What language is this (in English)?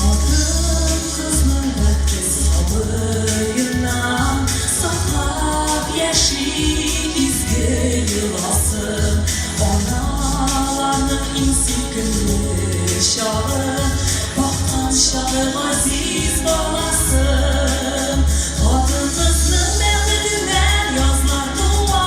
Tatar